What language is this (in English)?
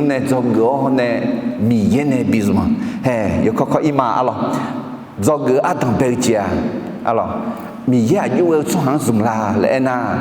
Akha